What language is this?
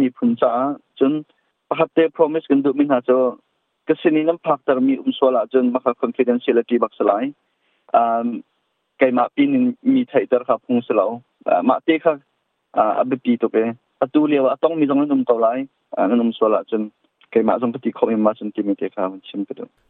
Hakha Chin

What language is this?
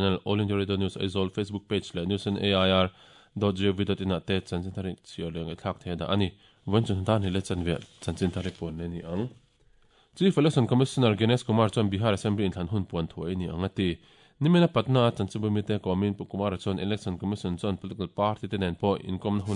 Mizo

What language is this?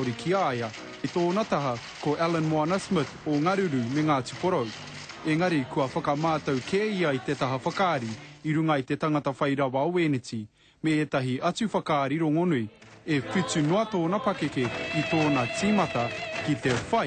Māori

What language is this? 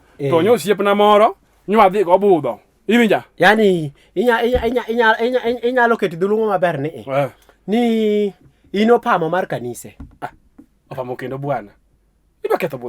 Luo (Kenya and Tanzania)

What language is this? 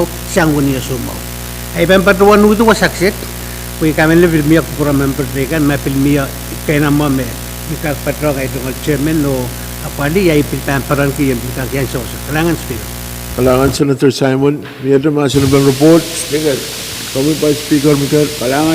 Pohnpeian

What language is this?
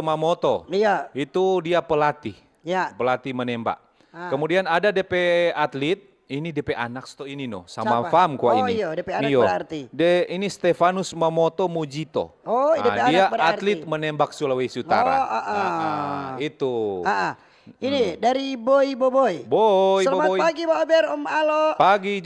Manado Malay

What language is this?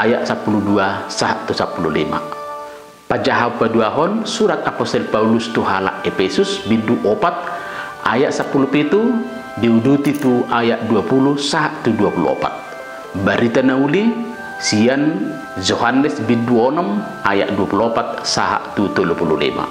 Batak Toba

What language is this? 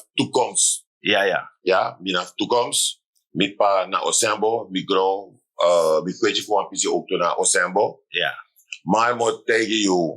Sranan Tongo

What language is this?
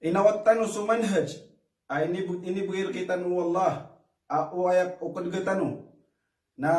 Maranao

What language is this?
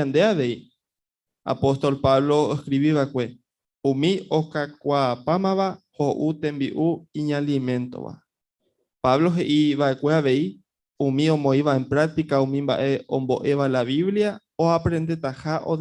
Guarani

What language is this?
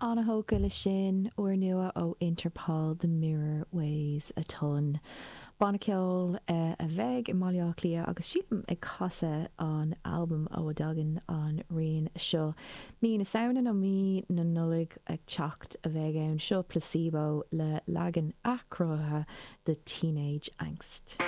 Irish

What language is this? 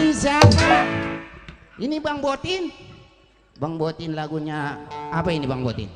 Betawi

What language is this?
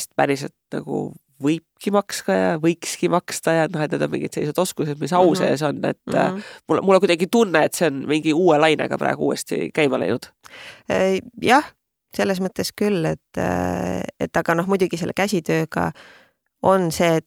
Estonian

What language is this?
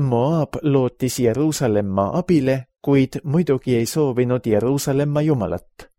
Estonian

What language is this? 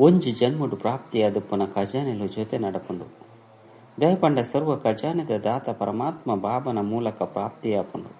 Tulu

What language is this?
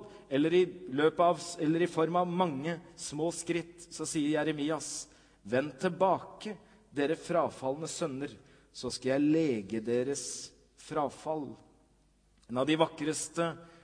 Norwegian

